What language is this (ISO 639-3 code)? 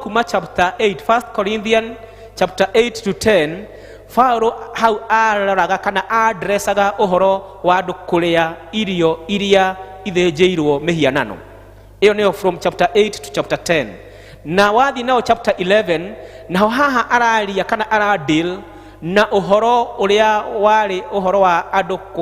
kik